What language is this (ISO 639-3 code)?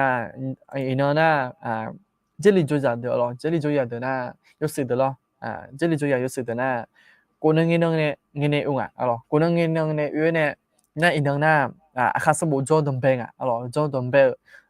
ahk